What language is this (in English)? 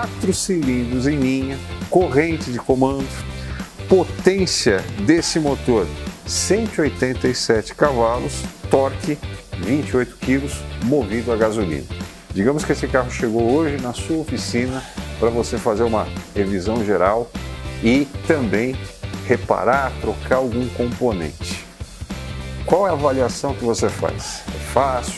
Portuguese